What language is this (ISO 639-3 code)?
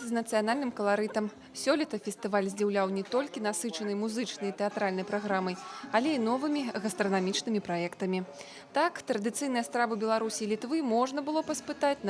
bel